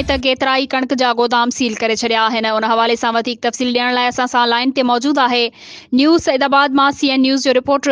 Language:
Sindhi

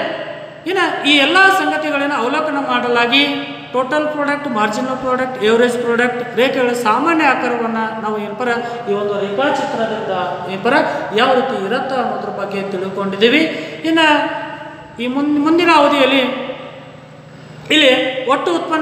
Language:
Kannada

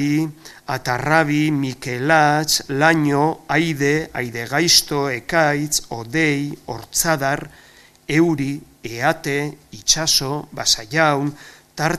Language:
Basque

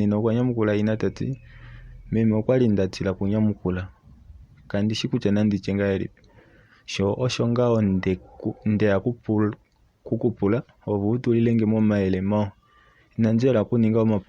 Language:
Kuanyama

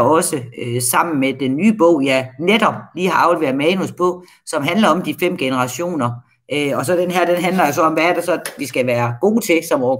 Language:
Danish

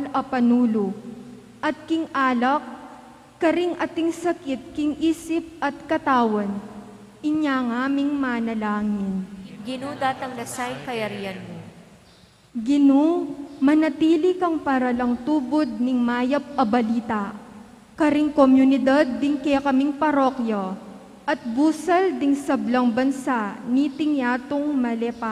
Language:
Pampanga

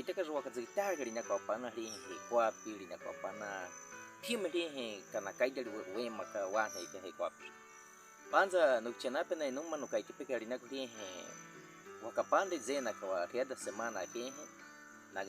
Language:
Baniwa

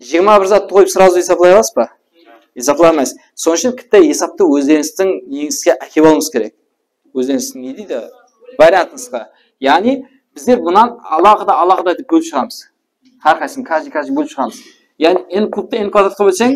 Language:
Kara-Kalpak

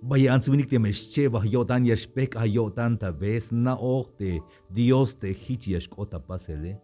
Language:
Tzeltal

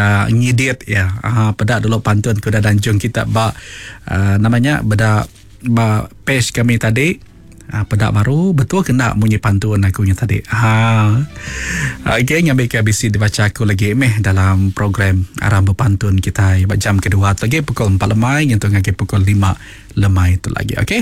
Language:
Iban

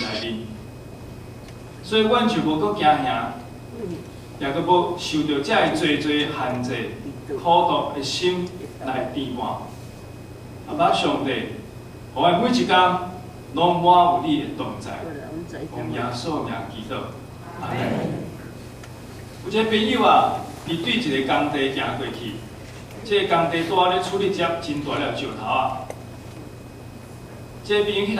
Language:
Min Nan Chinese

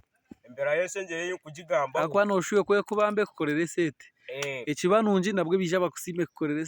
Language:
Nyankole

